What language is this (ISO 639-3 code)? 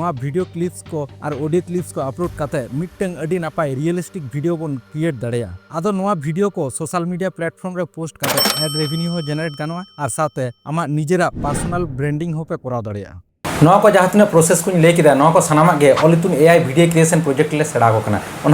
sat